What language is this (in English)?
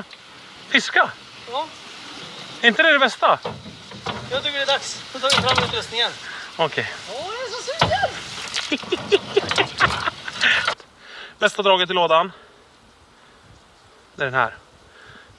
Swedish